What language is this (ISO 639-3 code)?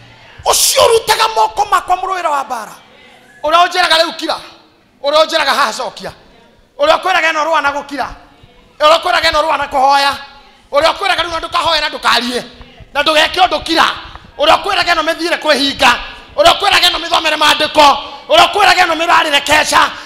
kik